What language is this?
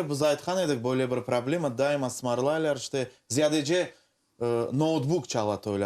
Crimean Tatar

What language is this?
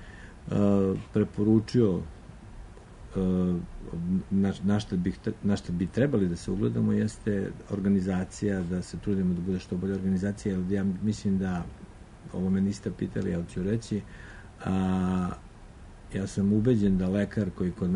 Serbian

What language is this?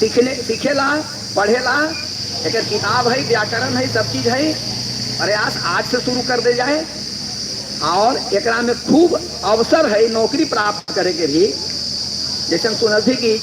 Magahi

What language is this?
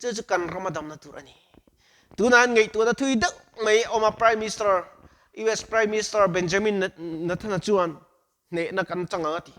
Mizo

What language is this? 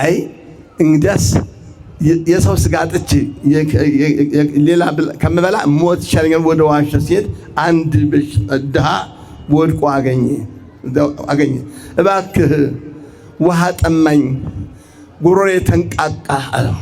Amharic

